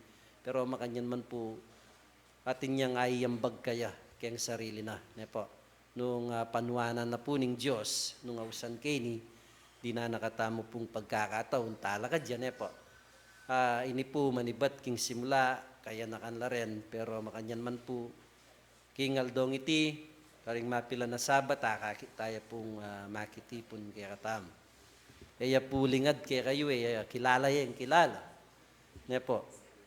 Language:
Pampanga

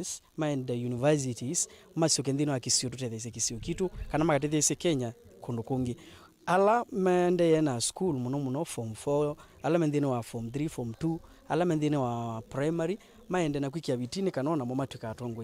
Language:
Kamba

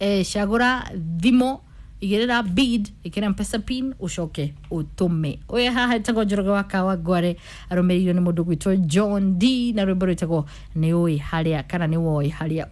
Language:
Kikuyu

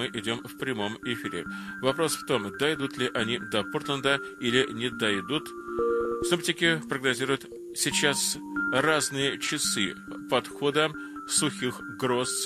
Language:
Russian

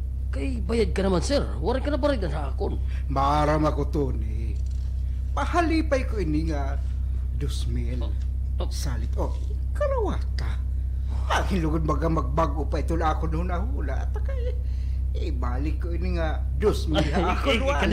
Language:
Waray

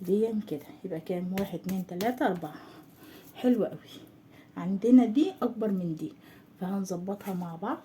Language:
Egyptian Arabic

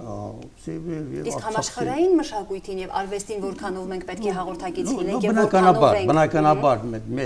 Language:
Armenian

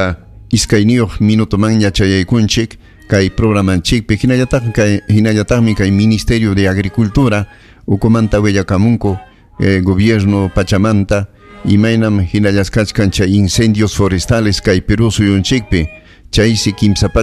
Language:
Ayacucho Quechua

